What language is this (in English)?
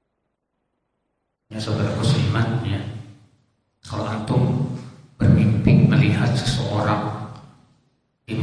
Indonesian